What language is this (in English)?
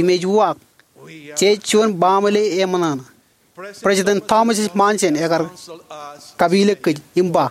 Marshallese